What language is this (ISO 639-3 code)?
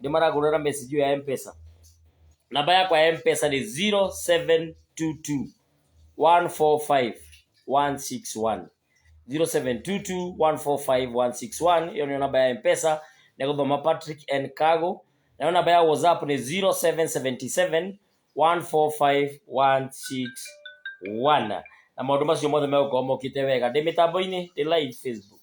kik